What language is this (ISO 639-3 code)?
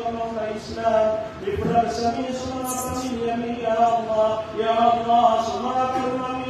mrw